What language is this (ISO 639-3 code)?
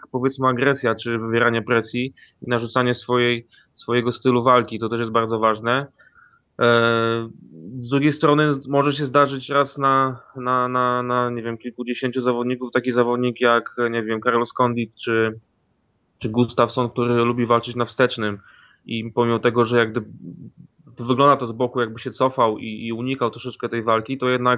pol